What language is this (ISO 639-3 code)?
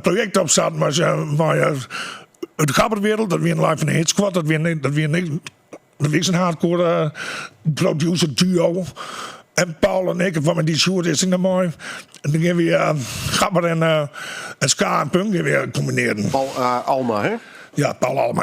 fry